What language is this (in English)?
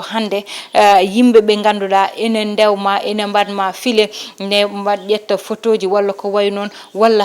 Fula